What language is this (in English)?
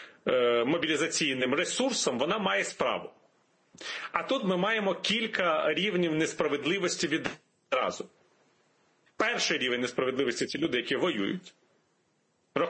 Ukrainian